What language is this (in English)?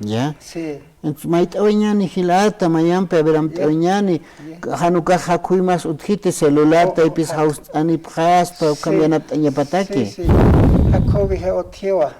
Aymara